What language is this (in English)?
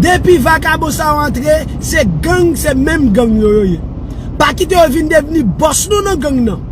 Haitian Creole